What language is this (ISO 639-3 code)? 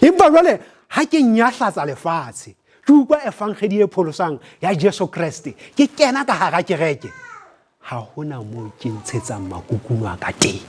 sot